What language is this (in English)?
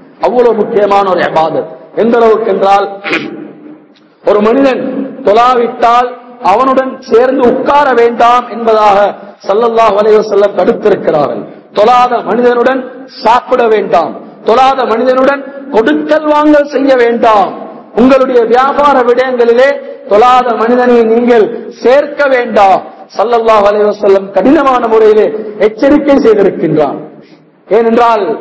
Tamil